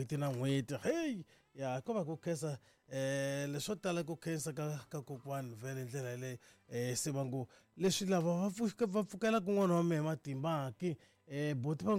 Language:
Tsonga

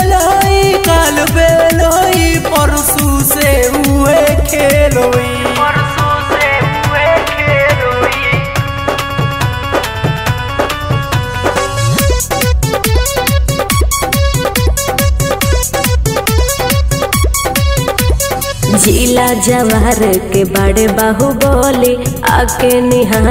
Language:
Bhojpuri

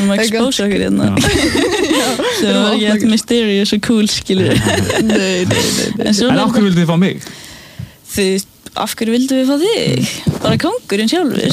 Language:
Icelandic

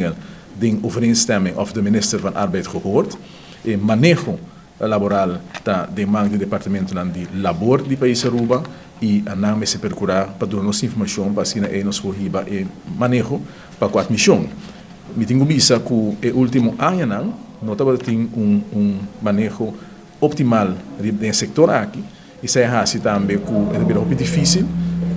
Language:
Papiamento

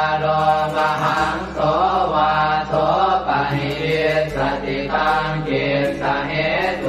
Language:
Pali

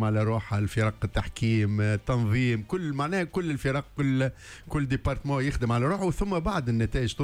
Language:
Tunisian Arabic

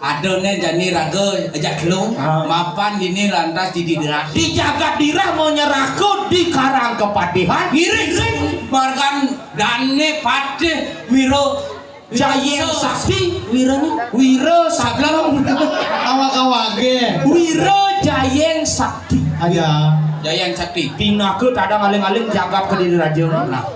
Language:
Balinese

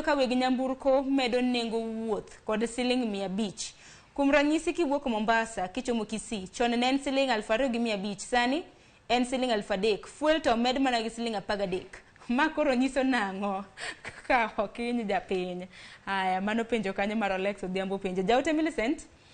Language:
Luo (Kenya and Tanzania)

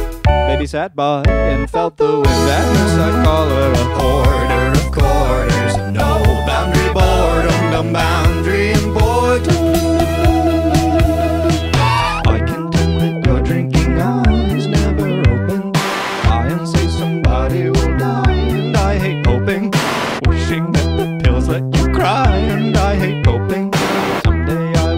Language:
English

